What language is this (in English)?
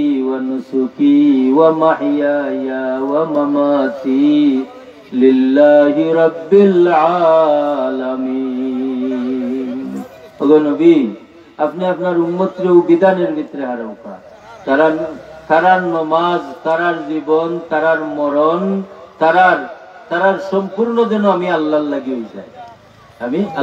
Sylheti